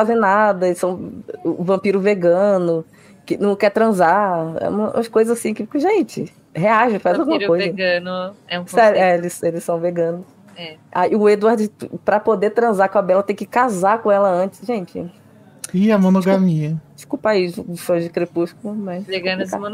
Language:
Portuguese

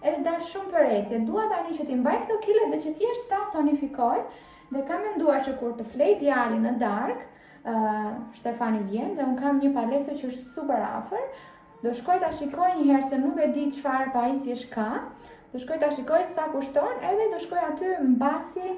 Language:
Albanian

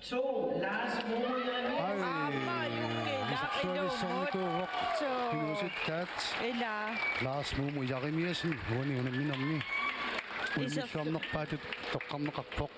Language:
Kalaallisut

